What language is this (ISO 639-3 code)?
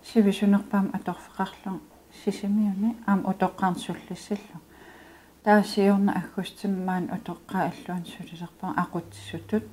kal